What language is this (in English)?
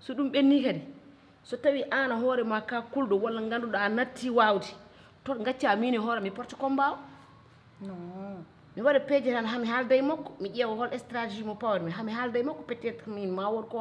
Fula